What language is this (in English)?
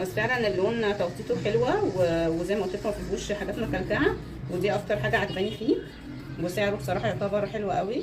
Egyptian Arabic